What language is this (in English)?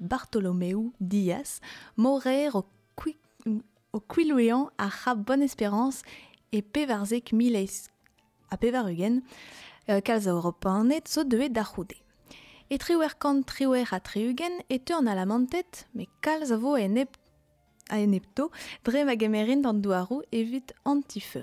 Breton